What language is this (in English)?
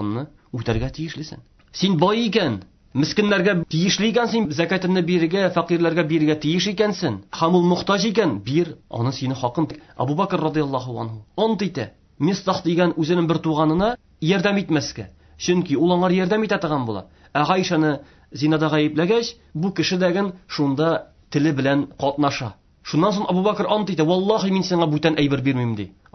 Tatar